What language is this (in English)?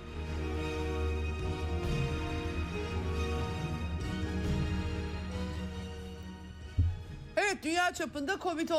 Turkish